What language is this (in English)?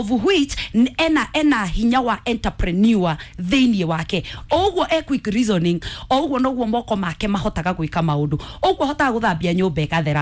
Kikuyu